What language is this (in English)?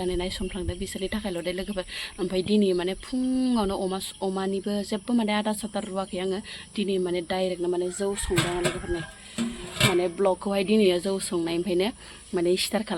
Bodo